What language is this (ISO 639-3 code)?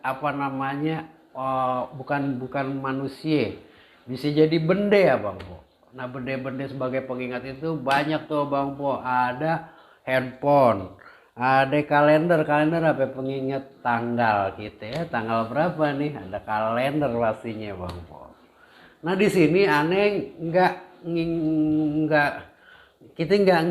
bew